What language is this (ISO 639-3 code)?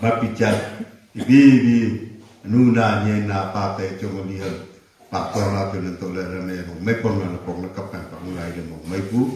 nnp